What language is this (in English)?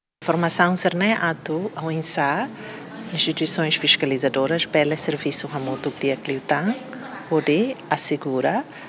Tetum